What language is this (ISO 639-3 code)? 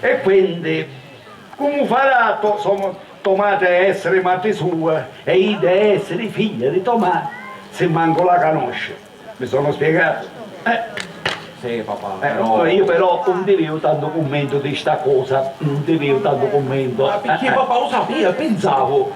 scn